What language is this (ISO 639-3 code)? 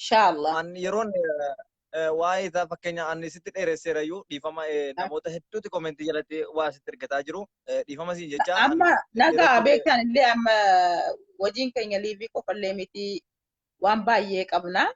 orm